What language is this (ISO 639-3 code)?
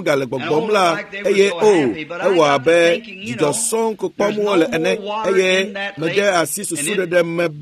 ewe